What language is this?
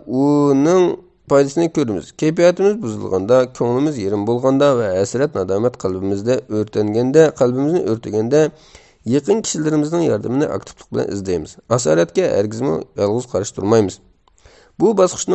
Uyghur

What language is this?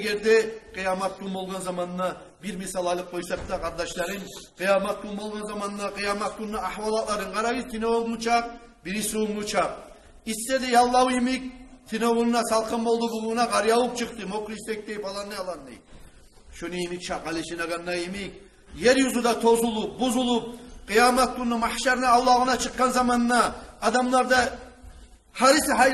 Kumyk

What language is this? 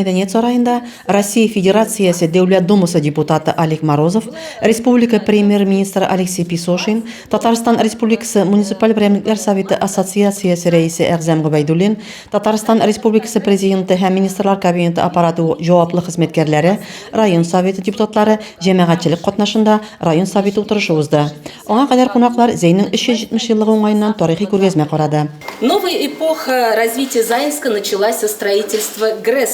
Tatar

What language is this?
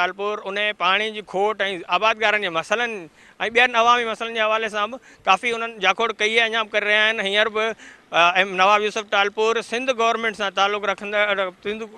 Sindhi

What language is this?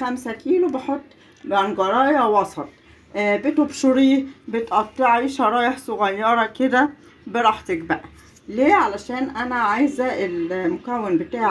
Egyptian Arabic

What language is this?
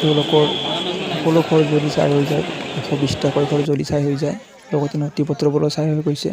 Assamese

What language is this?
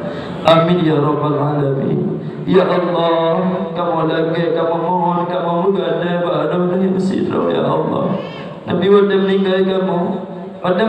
Achinese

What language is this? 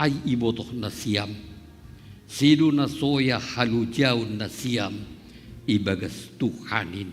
Batak Simalungun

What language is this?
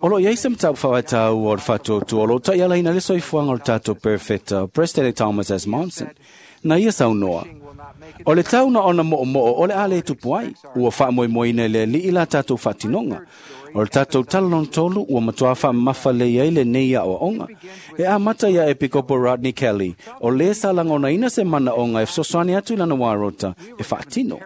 Samoan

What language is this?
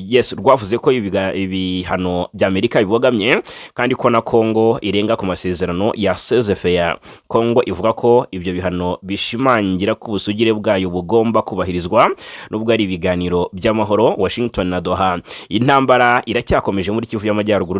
Kinyarwanda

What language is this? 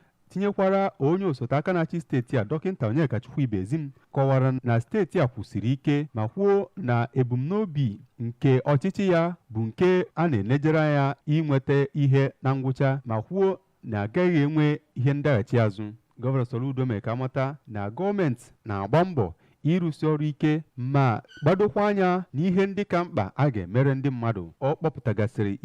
Igbo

